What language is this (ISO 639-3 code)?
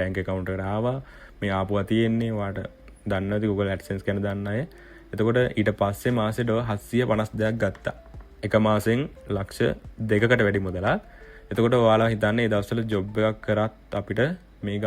sin